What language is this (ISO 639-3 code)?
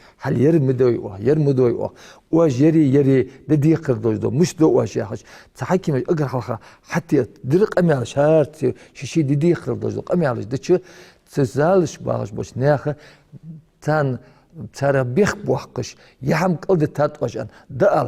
inh